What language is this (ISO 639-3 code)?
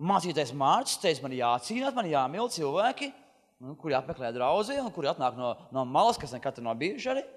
lav